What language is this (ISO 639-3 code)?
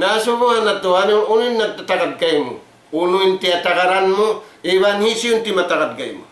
tsg